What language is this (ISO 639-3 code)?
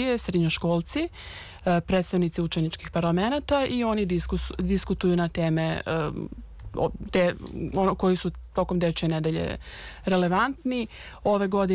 srp